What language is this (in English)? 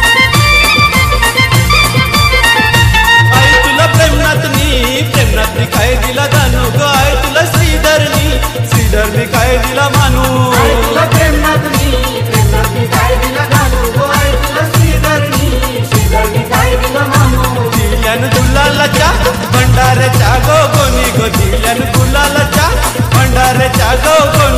Marathi